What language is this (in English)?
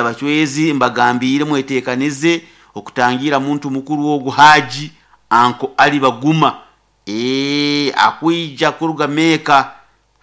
Nyoro